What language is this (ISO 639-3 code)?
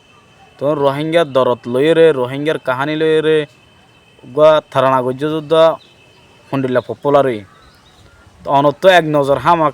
rhg